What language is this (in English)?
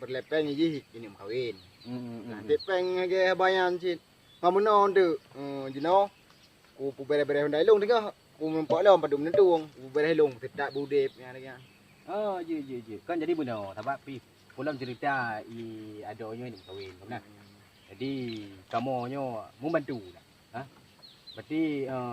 Achinese